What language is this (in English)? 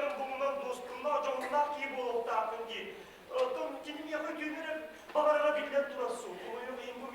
Yakut